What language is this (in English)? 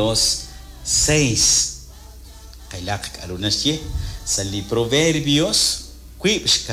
Kekchí